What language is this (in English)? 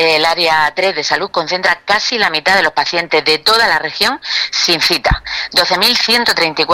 Spanish